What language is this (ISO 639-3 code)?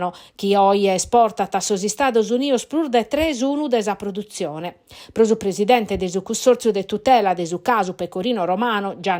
srd